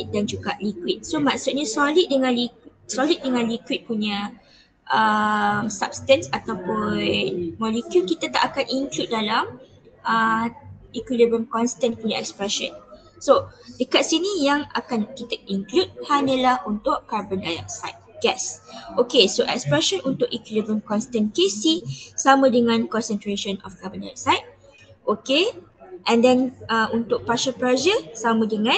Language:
Malay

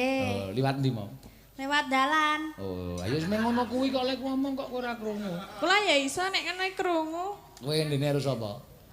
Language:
Javanese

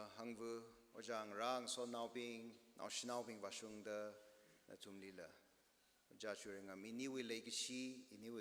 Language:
Tangkhul Naga (India)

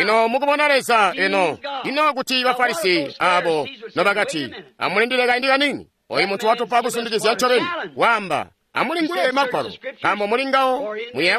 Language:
Tonga (Zambia)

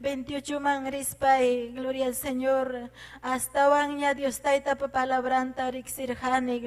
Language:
Ayacucho Quechua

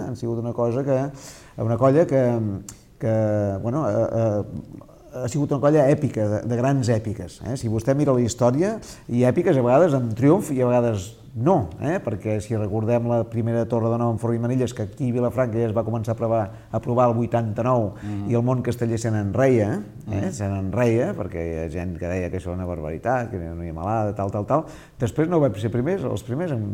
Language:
Catalan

